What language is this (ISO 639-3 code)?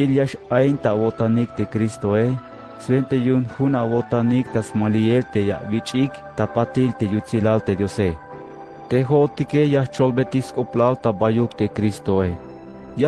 tzh